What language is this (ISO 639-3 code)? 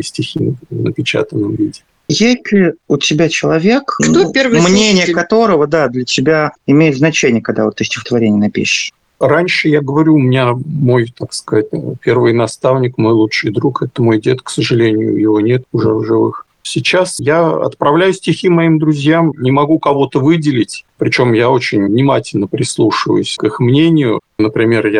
rus